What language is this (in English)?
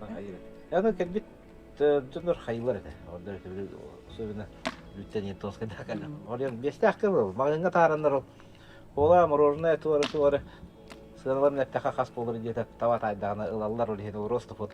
Yakut